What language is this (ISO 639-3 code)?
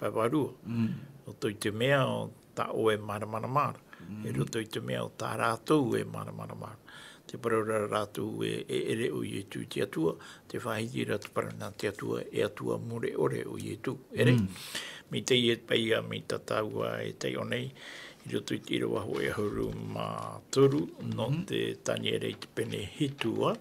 tah